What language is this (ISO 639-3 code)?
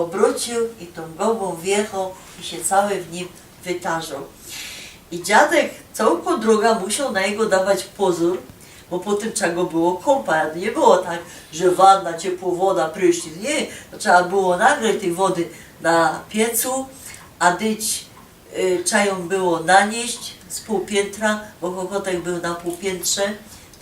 szl